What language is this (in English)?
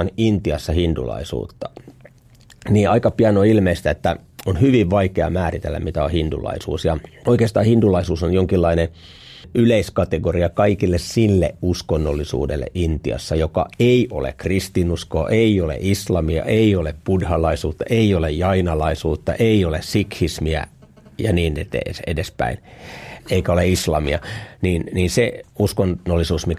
Finnish